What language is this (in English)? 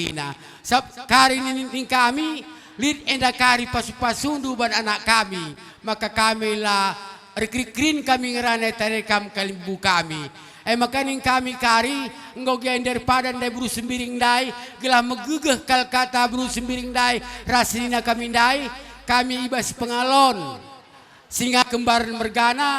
Batak Karo